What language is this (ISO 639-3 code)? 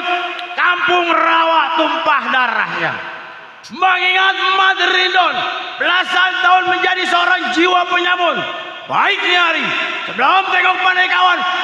bew